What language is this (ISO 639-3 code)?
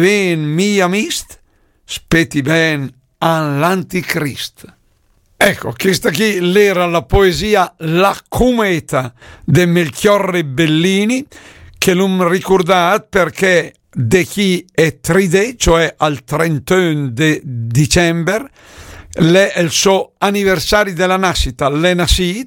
lmo